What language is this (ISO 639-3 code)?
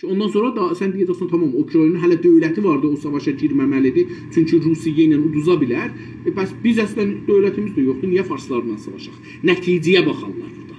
azb